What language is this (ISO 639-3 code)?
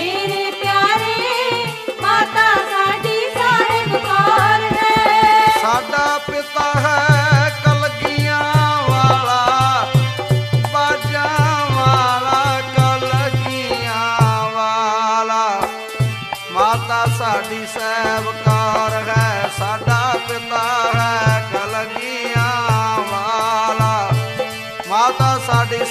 pan